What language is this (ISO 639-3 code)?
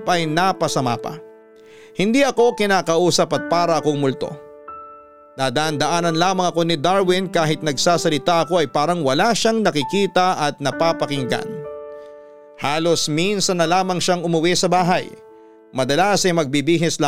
fil